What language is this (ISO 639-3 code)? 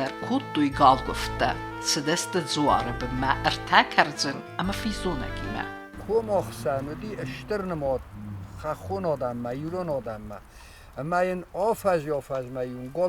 oss